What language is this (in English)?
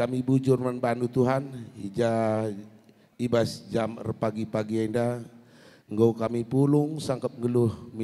Batak Karo